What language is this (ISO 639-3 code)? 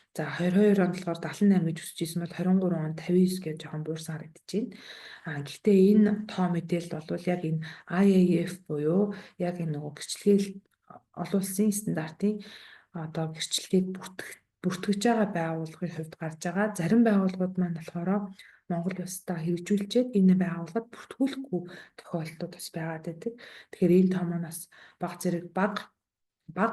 mon